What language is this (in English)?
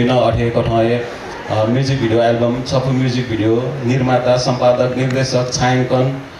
Newari